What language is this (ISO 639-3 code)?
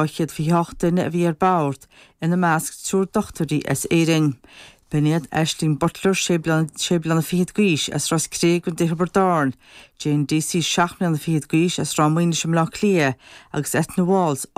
gle